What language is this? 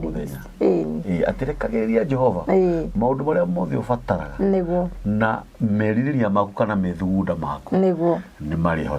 Kikuyu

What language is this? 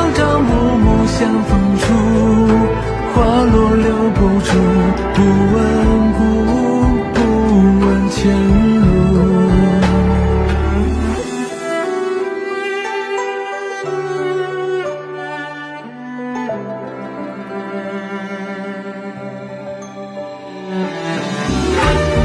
Chinese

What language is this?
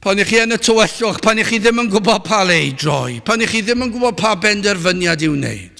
Welsh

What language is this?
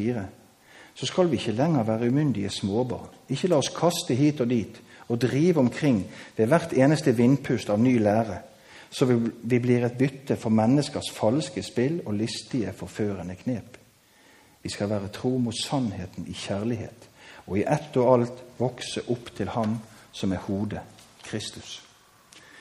Norwegian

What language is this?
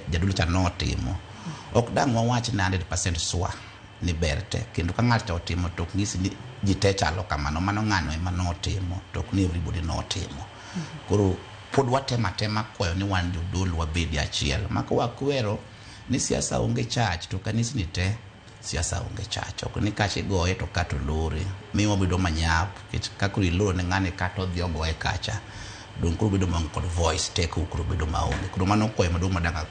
Luo (Kenya and Tanzania)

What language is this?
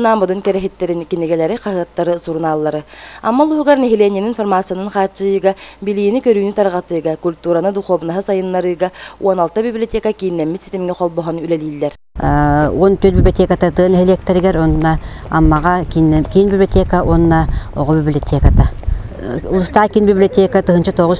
Yakut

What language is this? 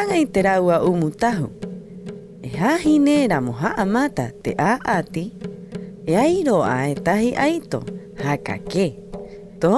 Rapanui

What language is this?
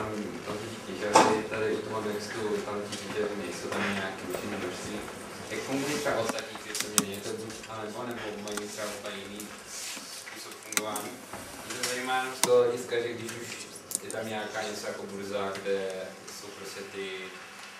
Czech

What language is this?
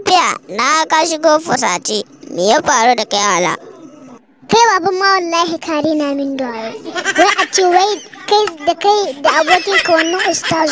Hausa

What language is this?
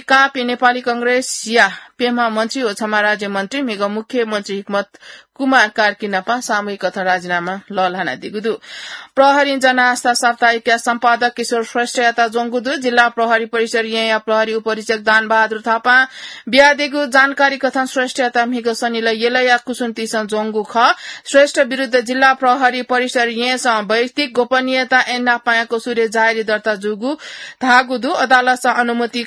Newari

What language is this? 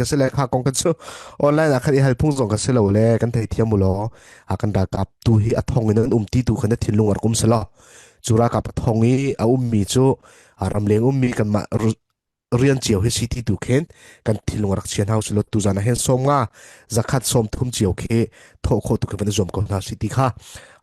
Falam Chin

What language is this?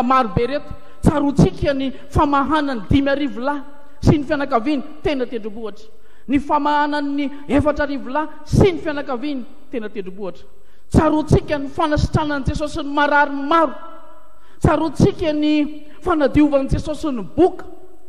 Malagasy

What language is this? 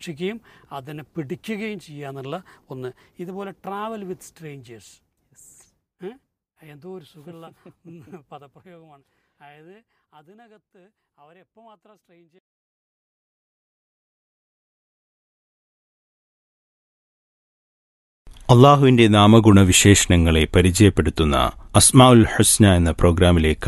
Malayalam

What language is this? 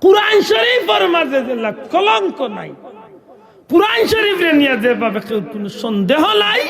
Sylheti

